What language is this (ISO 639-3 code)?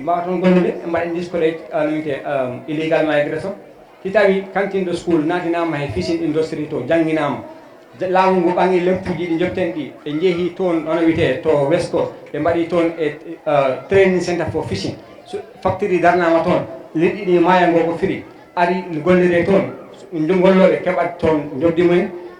ful